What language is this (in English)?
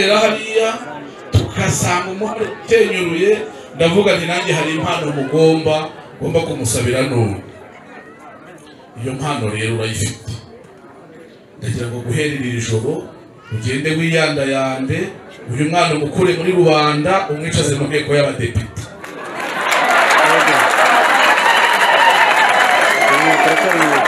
Kinyarwanda